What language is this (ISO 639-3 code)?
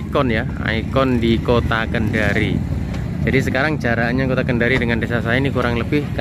ind